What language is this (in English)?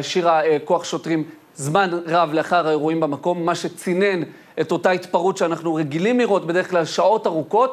Hebrew